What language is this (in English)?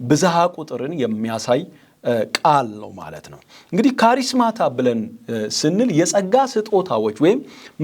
Amharic